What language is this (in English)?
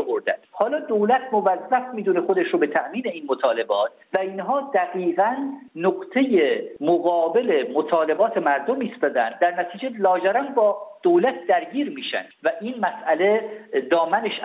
Persian